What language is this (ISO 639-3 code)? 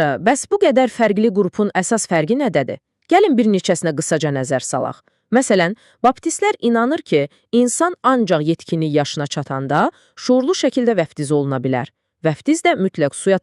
aze